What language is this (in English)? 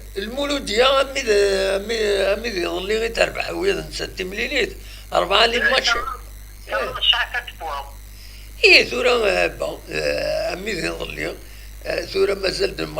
Kabyle